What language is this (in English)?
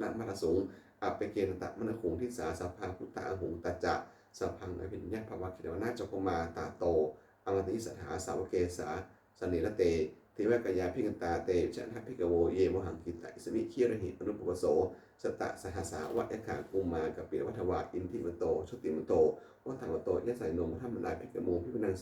Pali